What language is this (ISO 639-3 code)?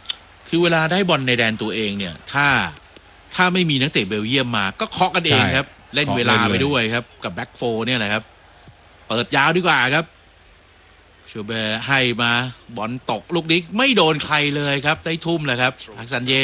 tha